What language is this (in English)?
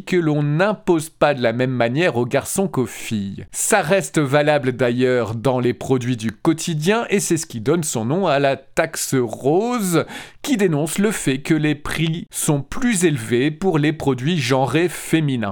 French